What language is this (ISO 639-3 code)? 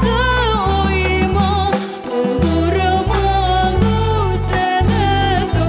crh